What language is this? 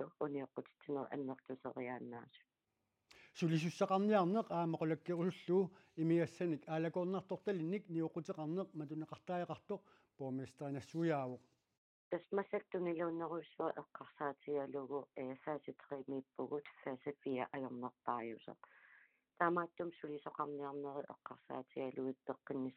Kalaallisut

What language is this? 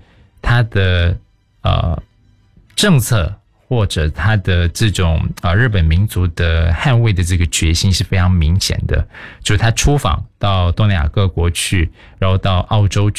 Chinese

